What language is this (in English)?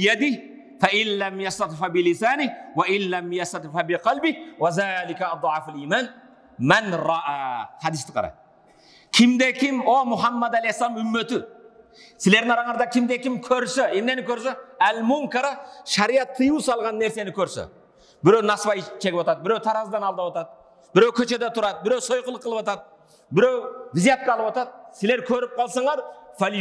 Kyrgyz